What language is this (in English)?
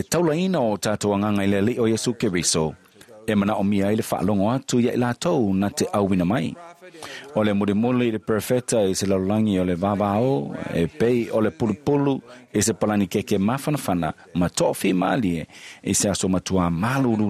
Samoan